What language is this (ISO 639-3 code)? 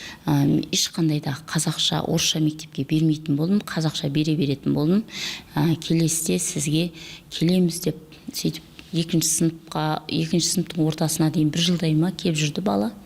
kaz